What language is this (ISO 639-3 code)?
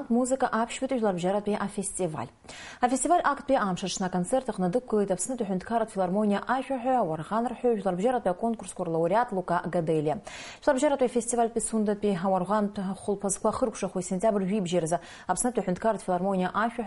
abk